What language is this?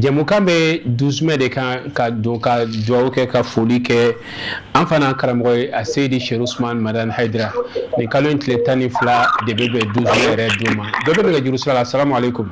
Bambara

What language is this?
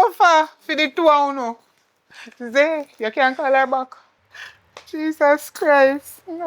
Jamaican Creole English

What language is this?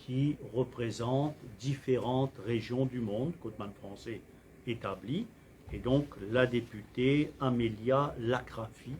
Morisyen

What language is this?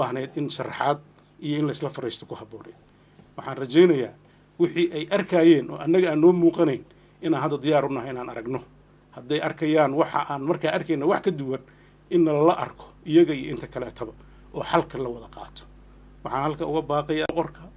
Somali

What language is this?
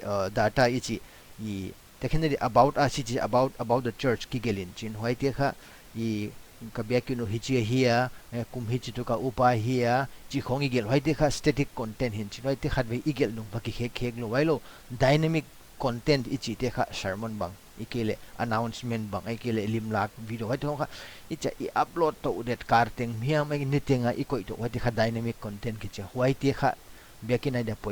Paite Chin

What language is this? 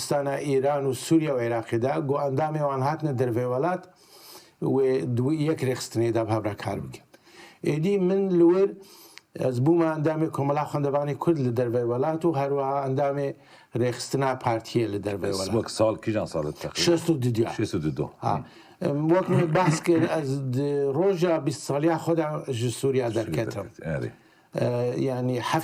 Kurdish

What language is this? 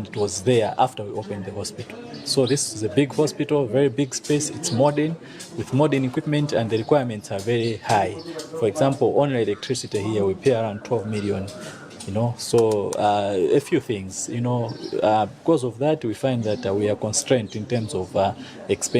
English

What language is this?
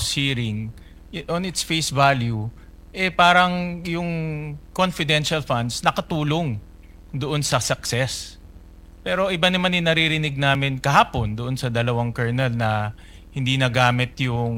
Filipino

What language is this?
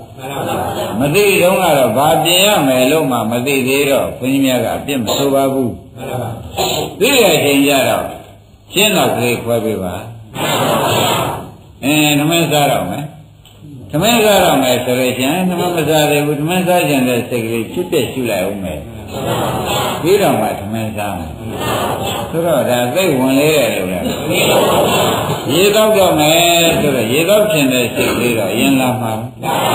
Burmese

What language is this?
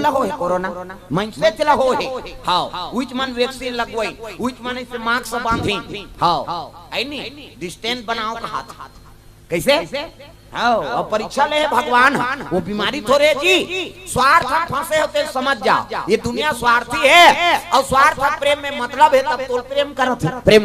Chhattisgarhi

